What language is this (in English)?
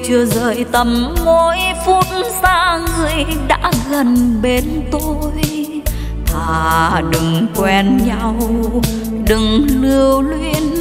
Vietnamese